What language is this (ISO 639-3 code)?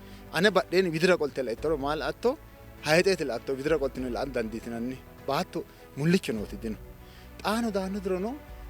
sid